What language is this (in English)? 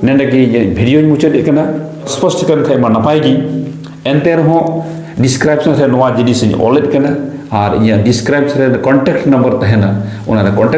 Santali